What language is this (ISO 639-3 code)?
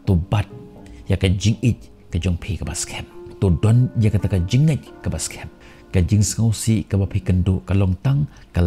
kha